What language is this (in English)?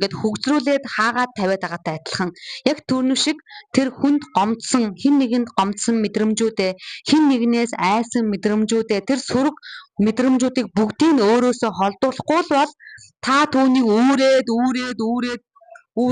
Mongolian